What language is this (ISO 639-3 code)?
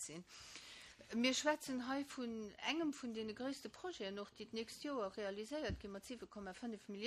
ltz